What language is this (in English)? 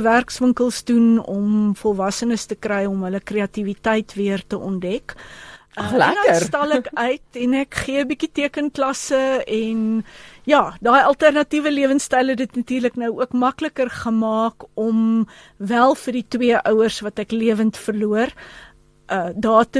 Afrikaans